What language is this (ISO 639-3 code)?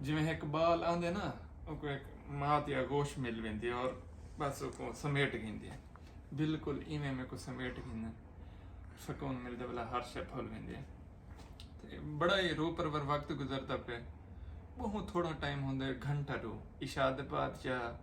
skr